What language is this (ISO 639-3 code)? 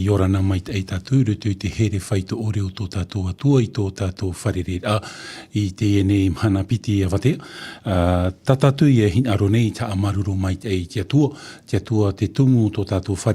tah